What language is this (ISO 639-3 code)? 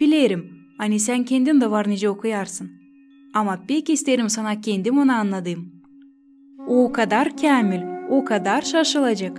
gag